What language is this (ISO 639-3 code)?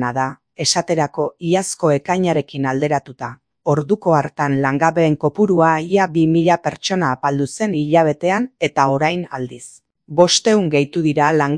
eus